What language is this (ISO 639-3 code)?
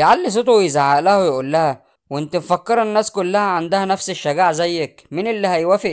arz